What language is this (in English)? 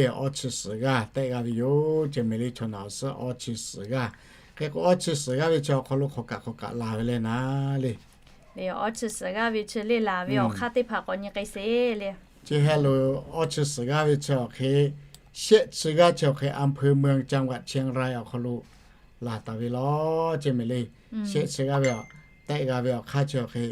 Lahu